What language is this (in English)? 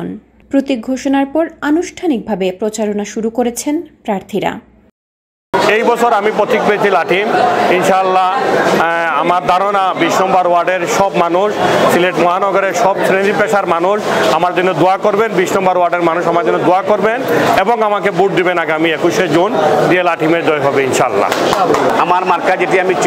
Bangla